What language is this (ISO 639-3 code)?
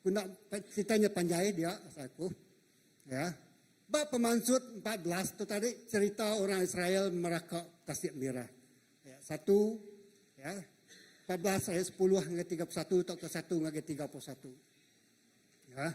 iba